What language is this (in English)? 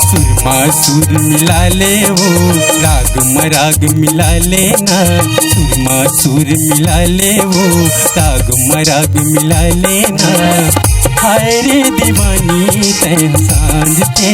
Chhattisgarhi